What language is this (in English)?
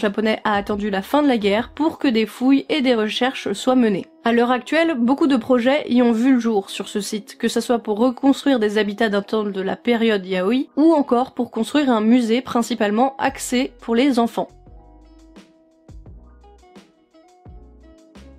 French